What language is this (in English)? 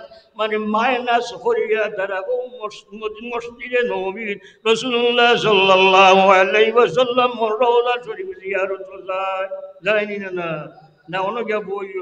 Sylheti